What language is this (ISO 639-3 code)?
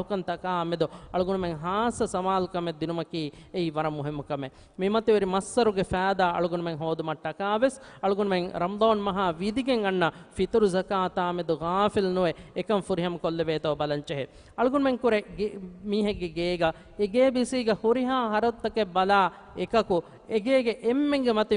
div